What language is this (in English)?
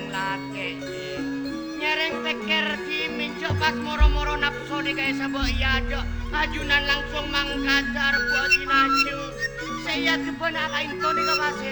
Madurese